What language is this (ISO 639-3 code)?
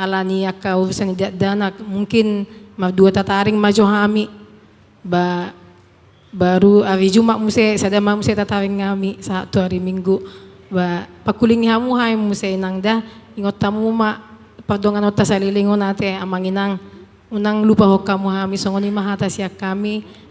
bbc